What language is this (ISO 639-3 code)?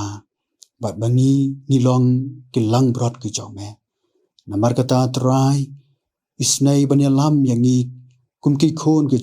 kha